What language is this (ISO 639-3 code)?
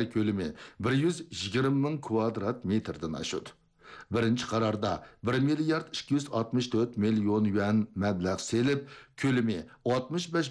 uig